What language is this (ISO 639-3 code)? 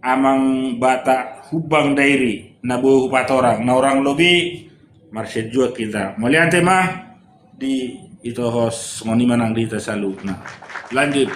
bbc